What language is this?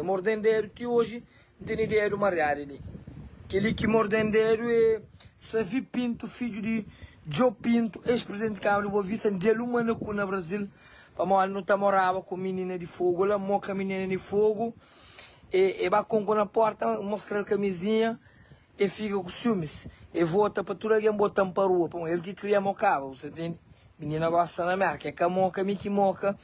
Kabuverdianu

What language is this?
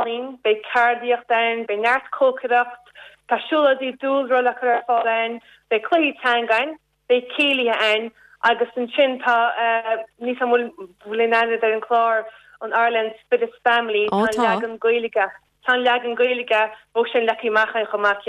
Irish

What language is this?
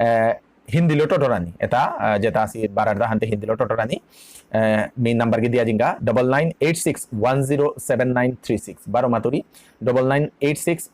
Bishnupriya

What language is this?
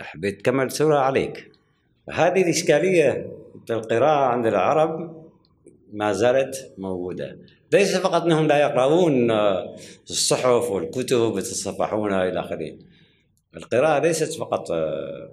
Gulf Arabic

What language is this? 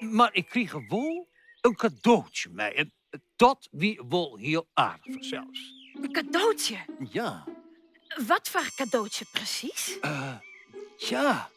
Western Frisian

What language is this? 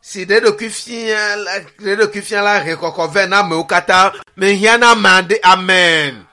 Ewe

